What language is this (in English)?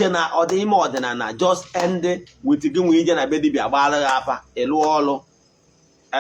Igbo